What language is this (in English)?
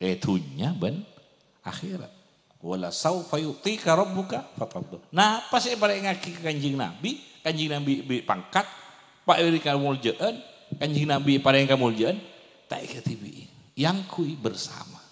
Madurese